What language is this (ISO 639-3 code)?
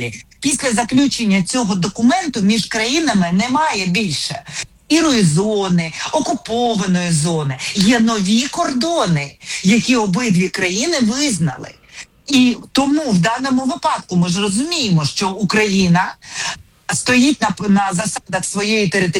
ukr